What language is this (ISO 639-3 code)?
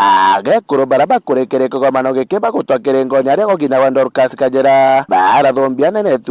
mer